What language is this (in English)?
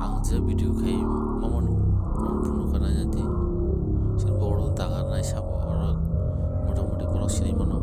Kok Borok